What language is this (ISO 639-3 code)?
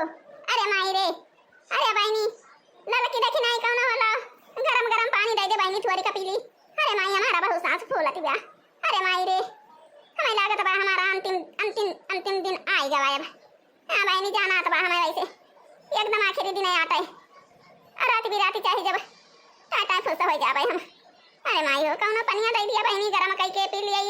awa